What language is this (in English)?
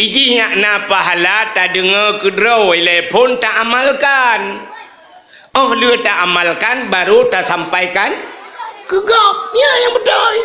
Achinese